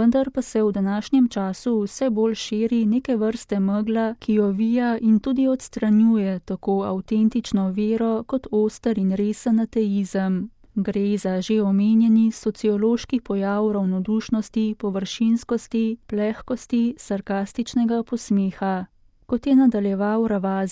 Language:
Slovenian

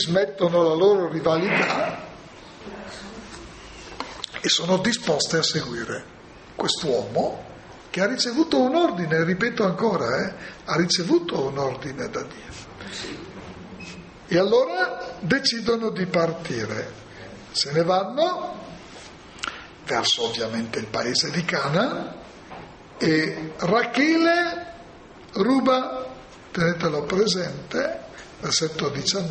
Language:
Italian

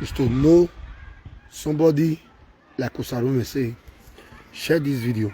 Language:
Nigerian Pidgin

